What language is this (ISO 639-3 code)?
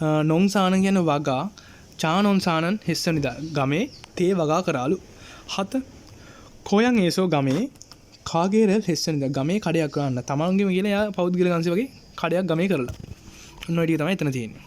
sin